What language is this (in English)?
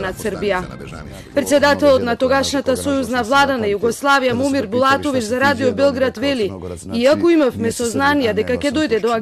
Macedonian